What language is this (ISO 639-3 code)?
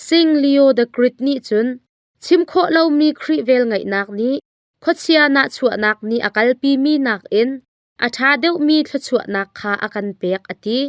cnh